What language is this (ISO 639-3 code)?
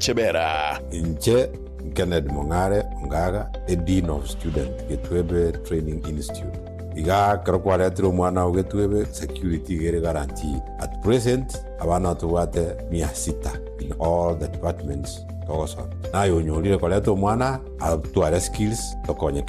guz